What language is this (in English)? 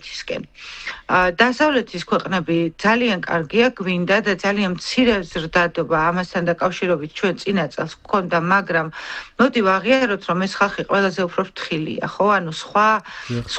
Georgian